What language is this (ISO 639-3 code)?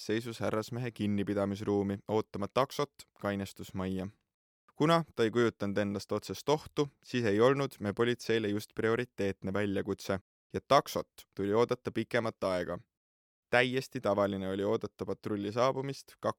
est